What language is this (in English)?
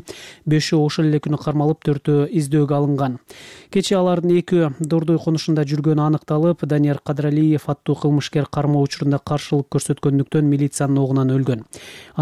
Kyrgyz